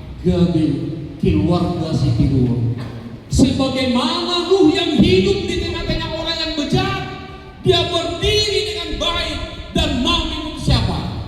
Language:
Batak Toba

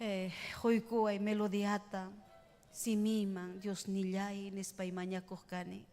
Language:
Ayacucho Quechua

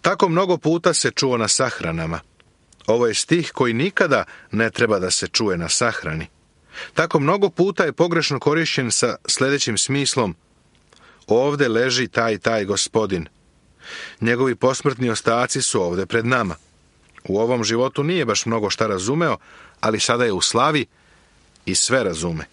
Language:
Serbian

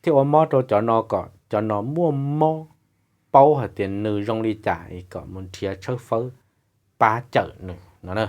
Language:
Hmong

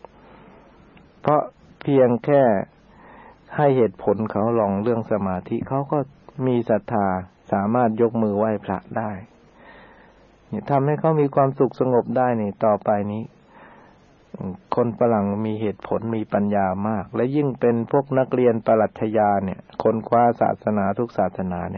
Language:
Thai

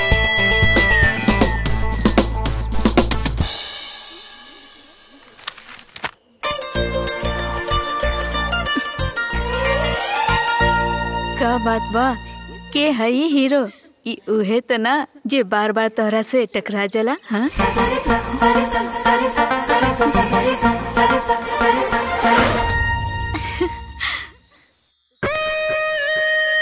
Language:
Bhojpuri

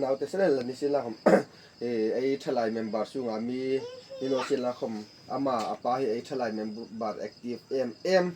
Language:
Hmar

